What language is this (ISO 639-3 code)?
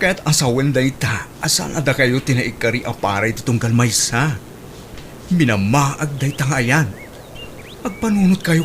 ilo